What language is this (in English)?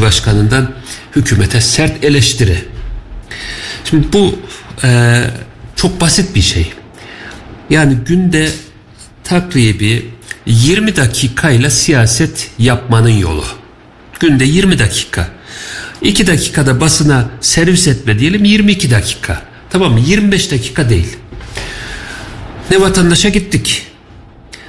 Turkish